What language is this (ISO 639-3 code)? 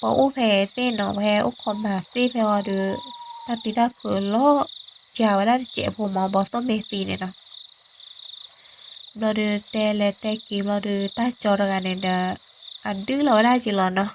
ksw